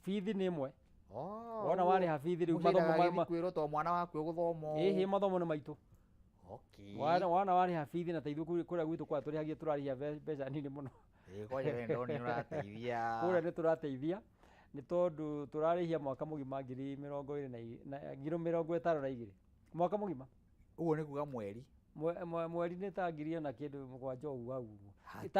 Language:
Kikuyu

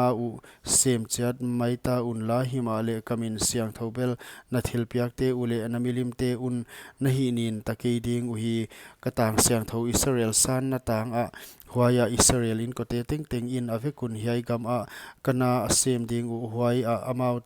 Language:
Paite Chin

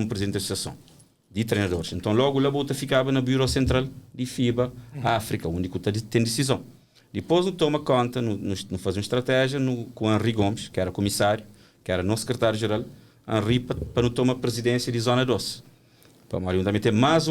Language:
Kabuverdianu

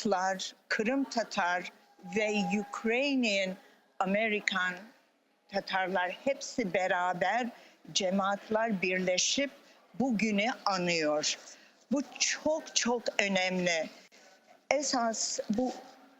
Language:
Crimean Tatar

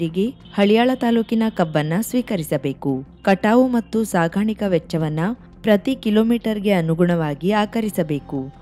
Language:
Kannada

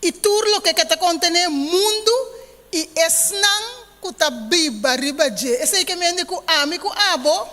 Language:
Papiamento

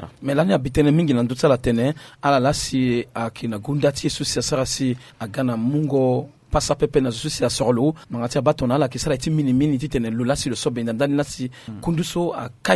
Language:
Sango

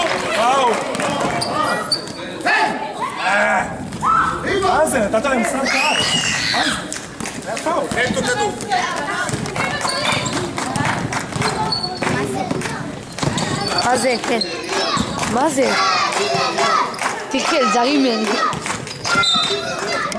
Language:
Hebrew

